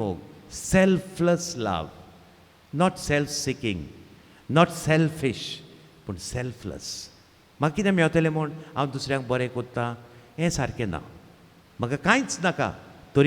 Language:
Konkani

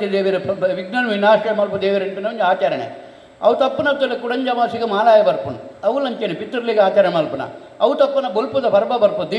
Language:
Tulu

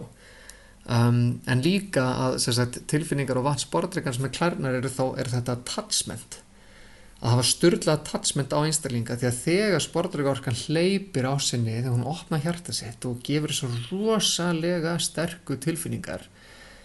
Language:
Icelandic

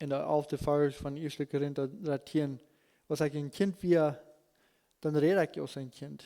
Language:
Plautdietsch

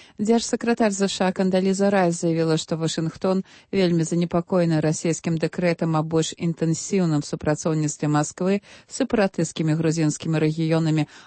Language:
Belarusian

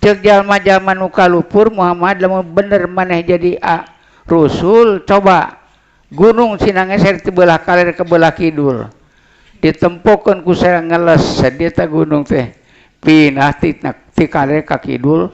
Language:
Sundanese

